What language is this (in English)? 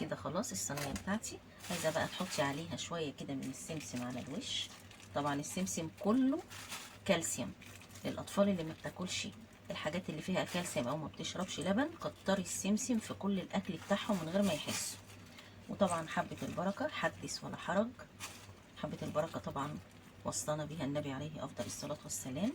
Egyptian Arabic